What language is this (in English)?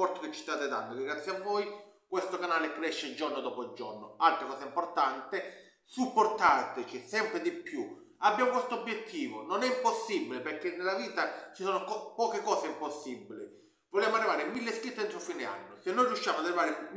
Italian